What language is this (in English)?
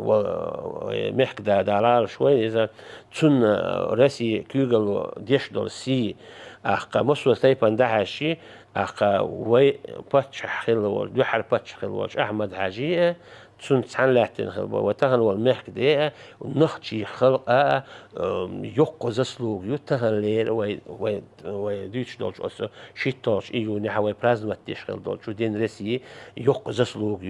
Chechen